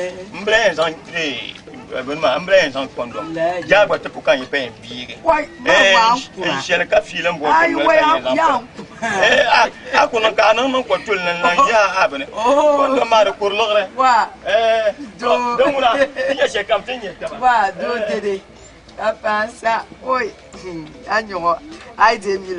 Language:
Dagbani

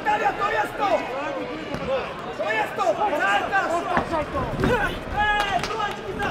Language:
Polish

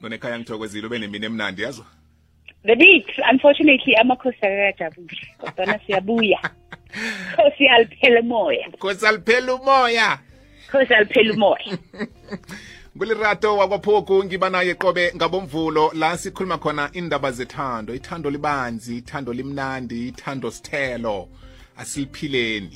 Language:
South Ndebele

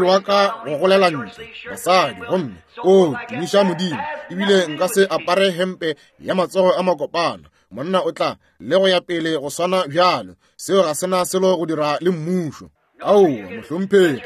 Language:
Northern Sotho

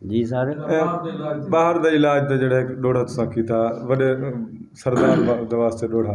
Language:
Saraiki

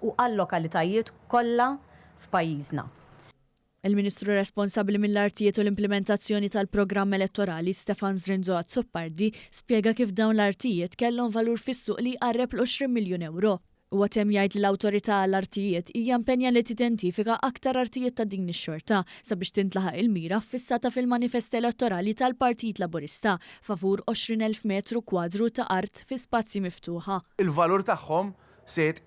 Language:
Maltese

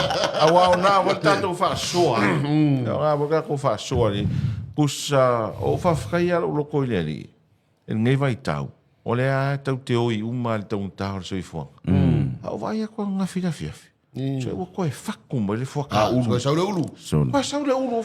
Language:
Samoan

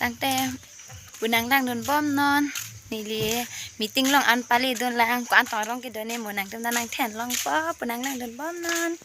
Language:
Karbi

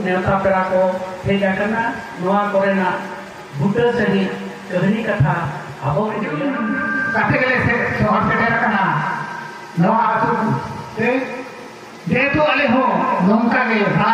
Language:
Santali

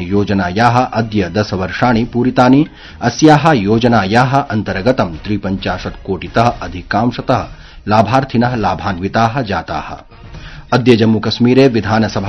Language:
Sanskrit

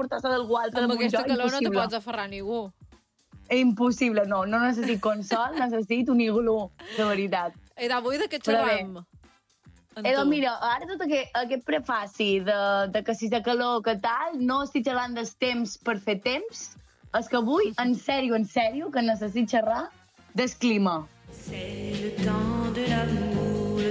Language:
Catalan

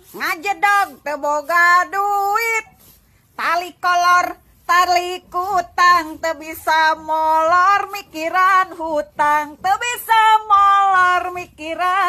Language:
Sundanese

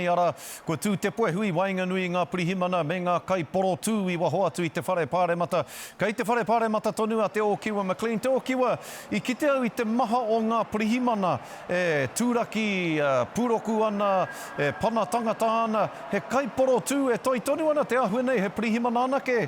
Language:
Māori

